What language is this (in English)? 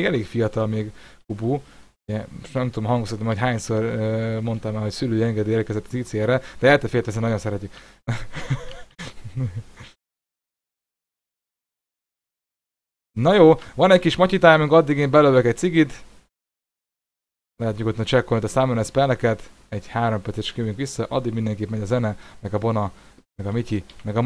Hungarian